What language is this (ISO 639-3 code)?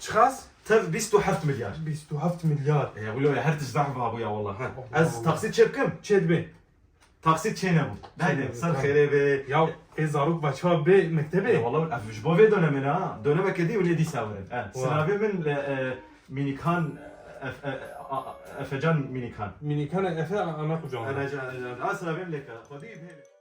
kur